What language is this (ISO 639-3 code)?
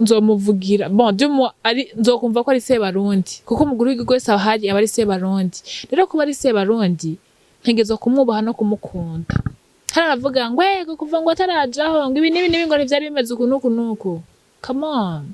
run